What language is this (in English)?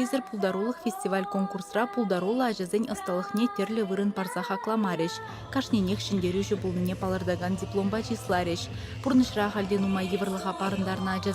Chuvash